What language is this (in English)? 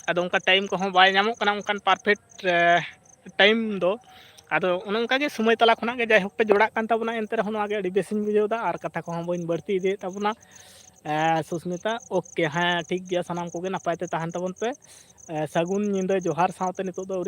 Santali